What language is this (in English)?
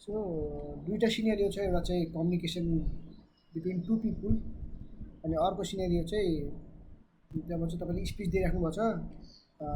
Nepali